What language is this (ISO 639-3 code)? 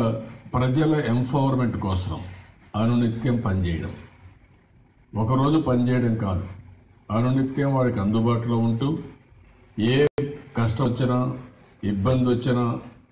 tel